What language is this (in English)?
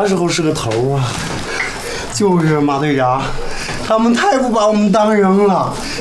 Chinese